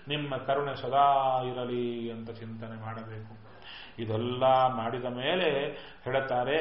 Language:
Kannada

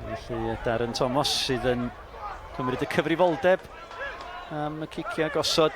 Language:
Welsh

